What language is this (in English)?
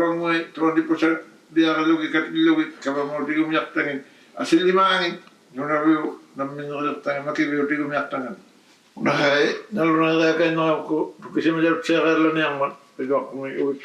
Inuktitut